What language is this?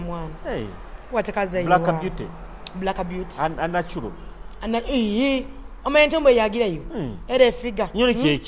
Nyoro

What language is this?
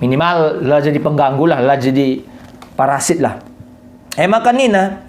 Batak Karo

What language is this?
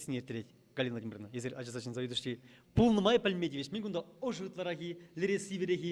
Chuvash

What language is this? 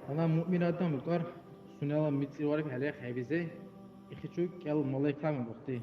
Dargwa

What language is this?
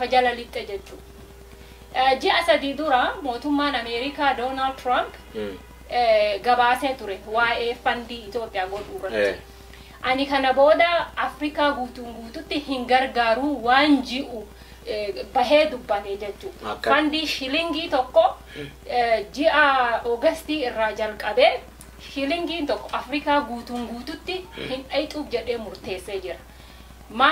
Oromo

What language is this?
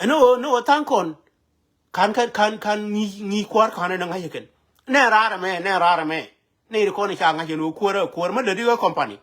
Nuer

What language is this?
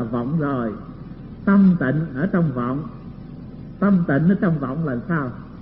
Vietnamese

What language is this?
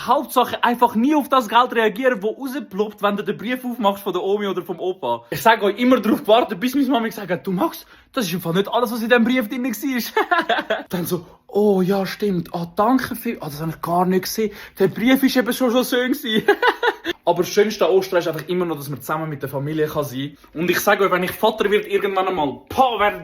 Swiss German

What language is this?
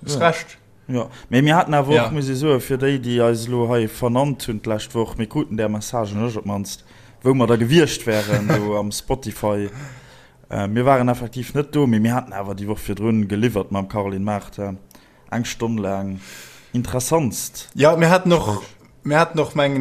Luxembourgish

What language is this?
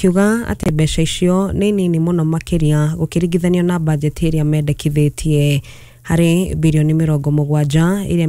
Kikuyu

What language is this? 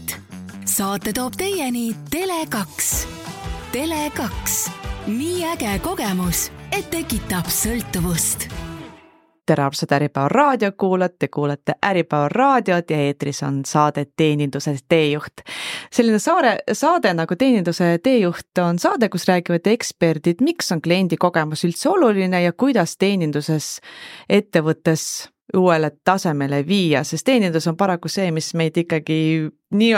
Estonian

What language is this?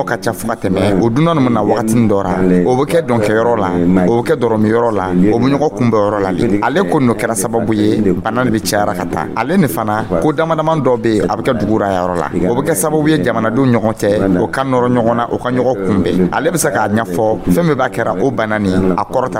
Dyula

